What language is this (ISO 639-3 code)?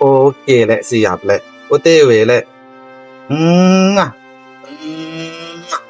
mad